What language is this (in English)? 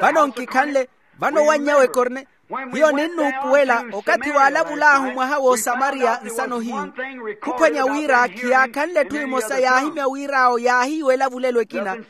Makhuwa